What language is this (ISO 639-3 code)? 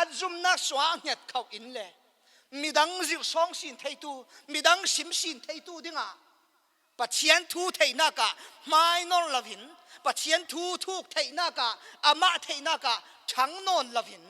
cfm